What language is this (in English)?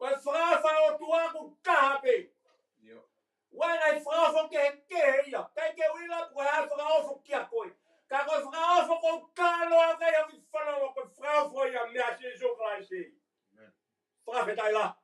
Tongan